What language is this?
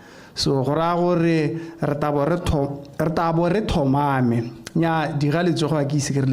Tswana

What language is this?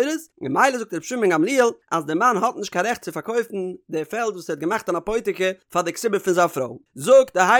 Yiddish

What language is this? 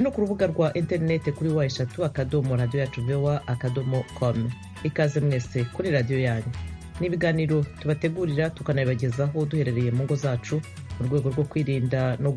Kinyarwanda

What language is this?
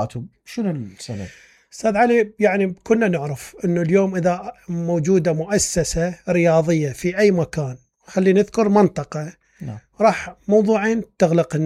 Mesopotamian Arabic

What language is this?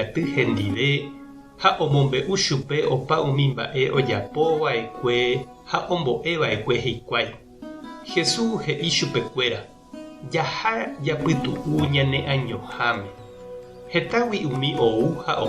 Guarani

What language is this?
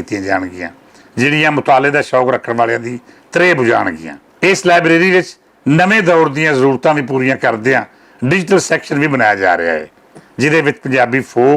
Western Panjabi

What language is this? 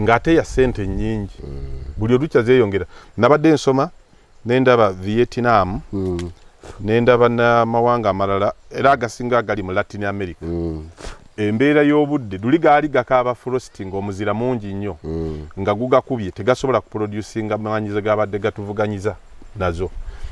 Ganda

